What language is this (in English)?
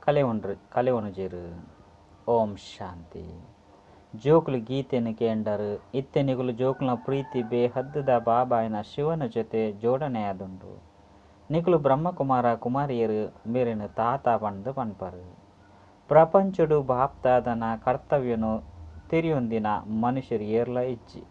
Tulu